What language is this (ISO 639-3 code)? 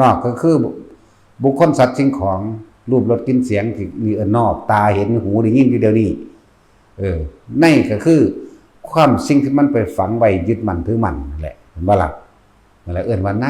tts